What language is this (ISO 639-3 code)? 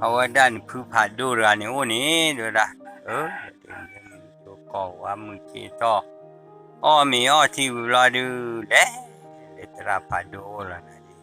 ksw